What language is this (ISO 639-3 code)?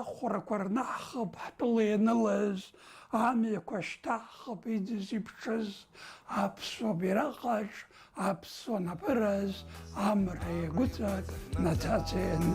abk